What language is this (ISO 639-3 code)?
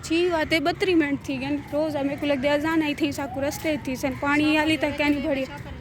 skr